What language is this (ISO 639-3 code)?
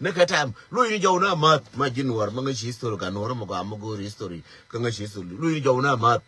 nus